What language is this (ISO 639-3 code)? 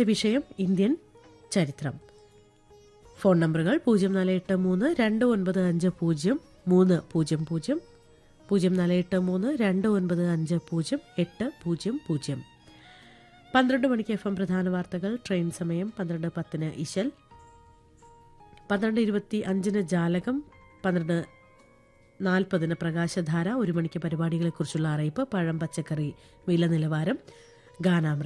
mal